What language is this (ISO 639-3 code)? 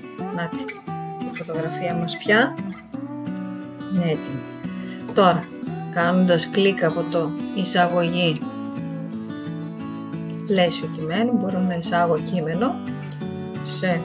ell